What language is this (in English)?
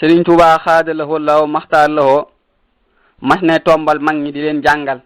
Wolof